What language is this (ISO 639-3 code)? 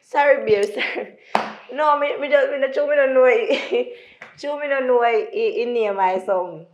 jam